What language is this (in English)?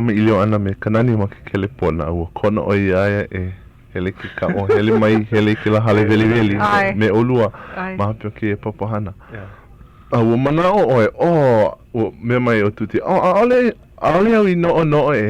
Hawaiian